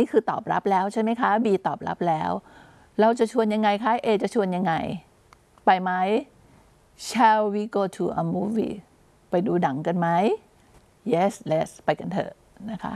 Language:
Thai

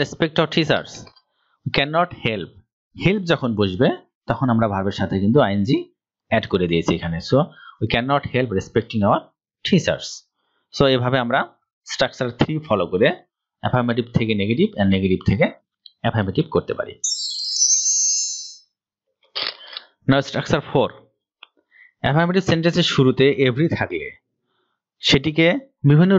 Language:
Bangla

